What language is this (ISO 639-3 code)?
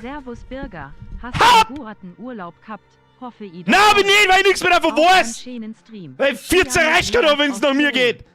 bar